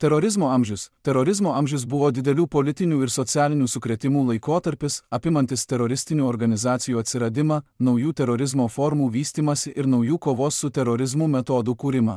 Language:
Lithuanian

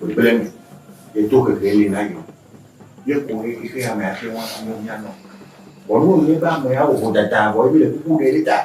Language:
Ewe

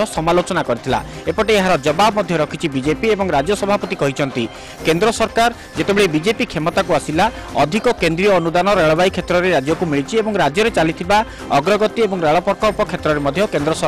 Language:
Odia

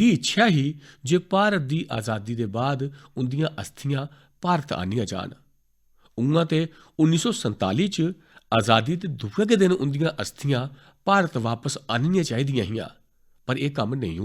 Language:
Dogri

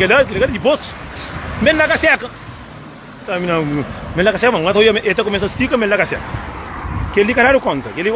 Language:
Kabuverdianu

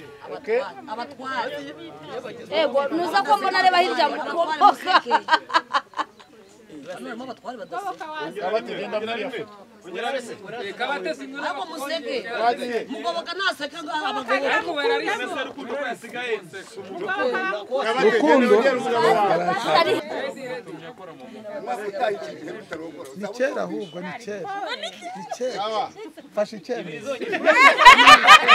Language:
Kinyarwanda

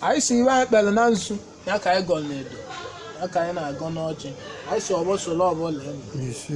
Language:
Igbo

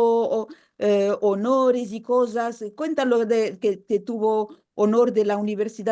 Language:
Ladino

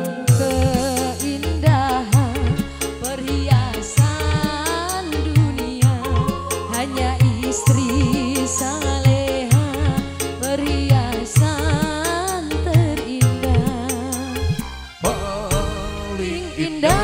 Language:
Indonesian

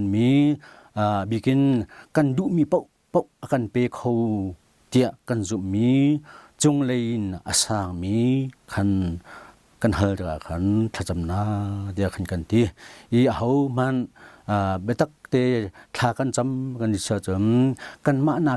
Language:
Hakha Chin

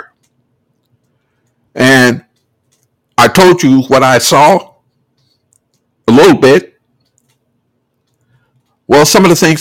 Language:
English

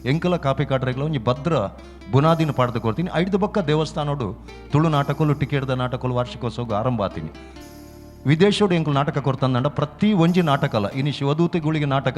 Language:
Tulu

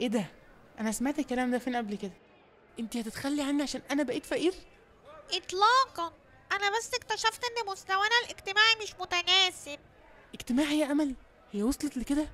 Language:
Egyptian Arabic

